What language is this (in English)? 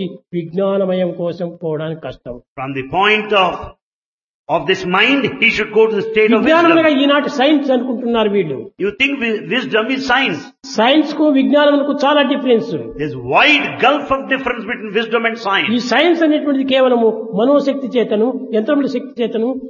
Telugu